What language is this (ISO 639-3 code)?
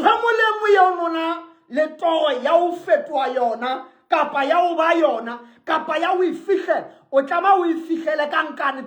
sot